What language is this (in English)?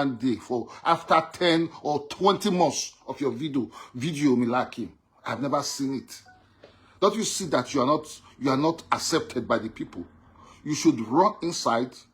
Nigerian Pidgin